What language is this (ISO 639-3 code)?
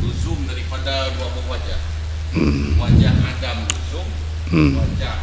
ace